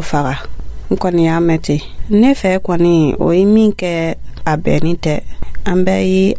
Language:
Dyula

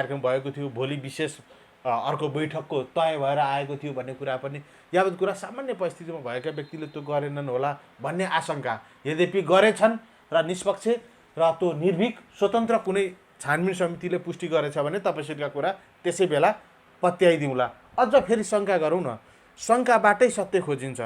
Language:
Nepali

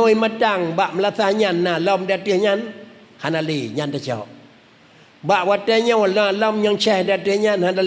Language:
Achinese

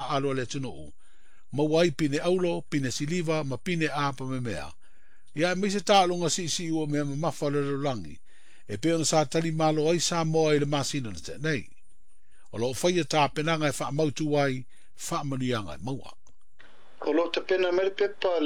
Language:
Samoan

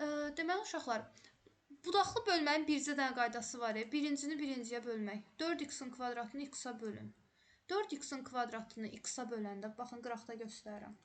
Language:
Azerbaijani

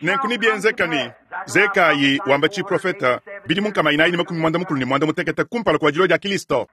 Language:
Luba-Lulua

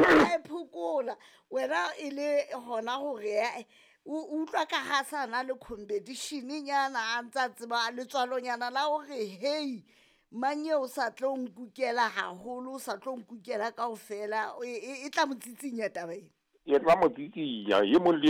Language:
Southern Sotho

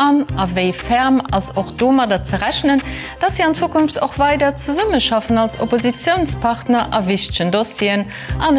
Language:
Luxembourgish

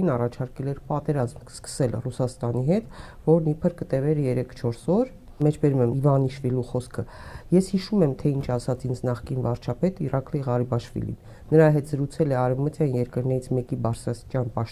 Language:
Armenian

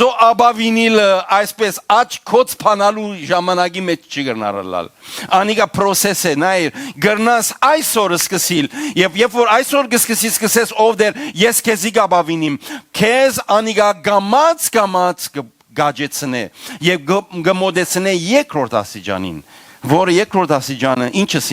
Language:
Western Armenian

